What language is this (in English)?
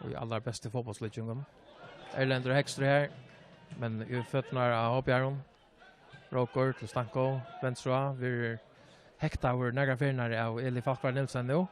Faroese